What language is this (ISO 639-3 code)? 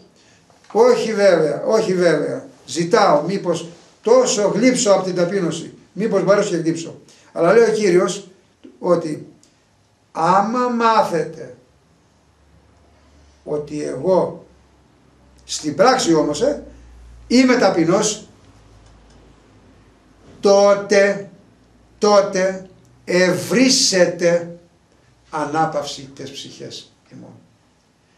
ell